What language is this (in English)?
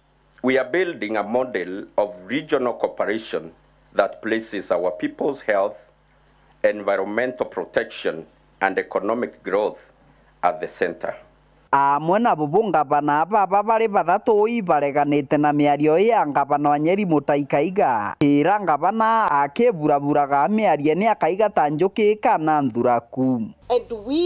Meru